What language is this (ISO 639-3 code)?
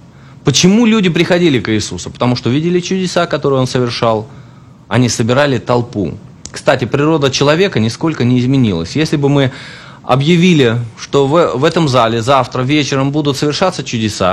rus